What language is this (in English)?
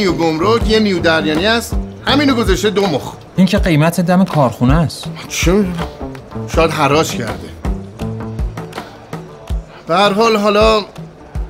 Persian